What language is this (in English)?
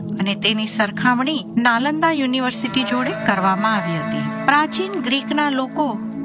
Gujarati